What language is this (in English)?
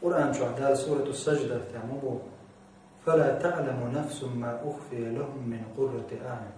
Chechen